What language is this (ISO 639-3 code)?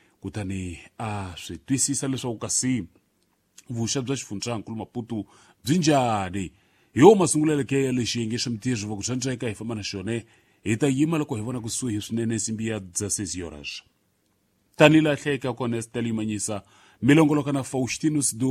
tso